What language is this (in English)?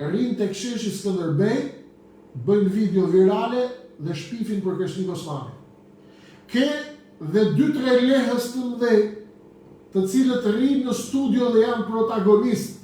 Albanian